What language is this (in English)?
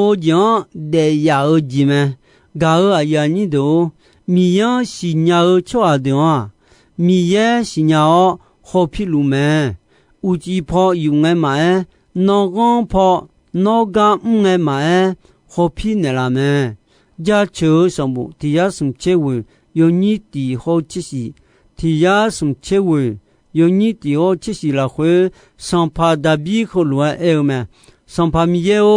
Akha